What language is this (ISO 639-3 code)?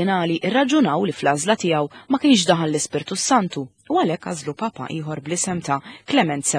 mlt